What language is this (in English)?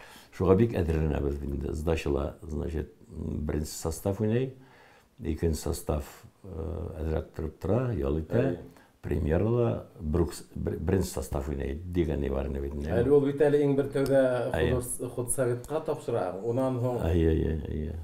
Bashkir